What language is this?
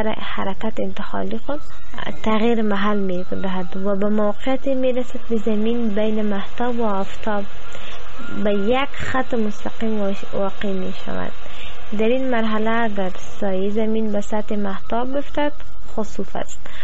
Persian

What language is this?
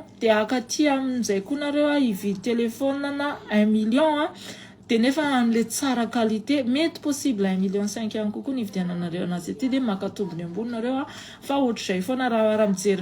Malagasy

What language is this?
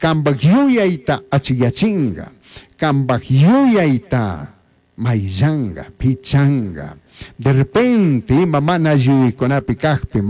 Chimborazo Highland Quichua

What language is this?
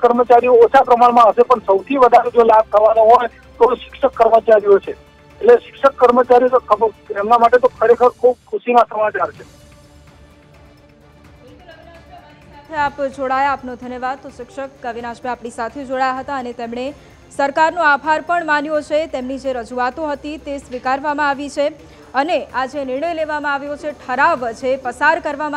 Gujarati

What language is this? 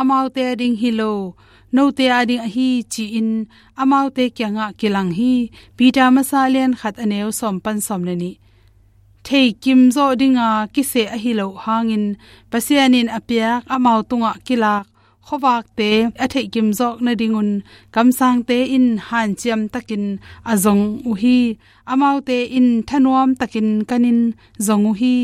Tedim Chin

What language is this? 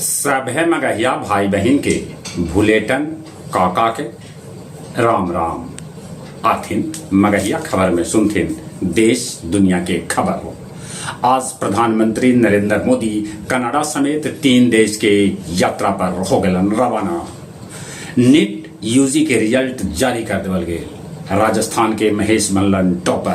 Magahi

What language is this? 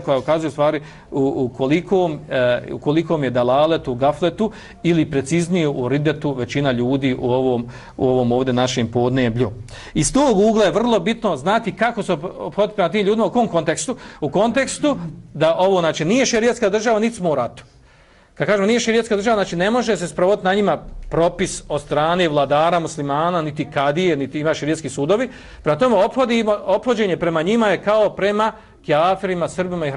Bosnian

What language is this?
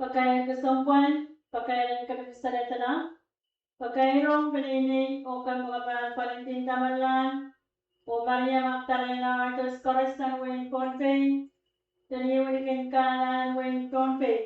Pohnpeian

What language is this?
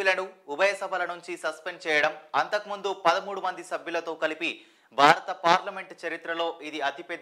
Telugu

